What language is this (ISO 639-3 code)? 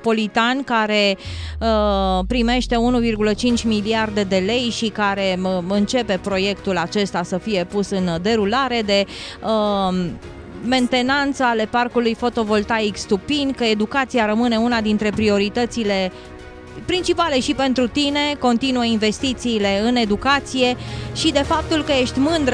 ron